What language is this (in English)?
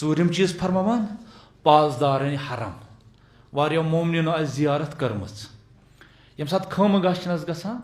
Kashmiri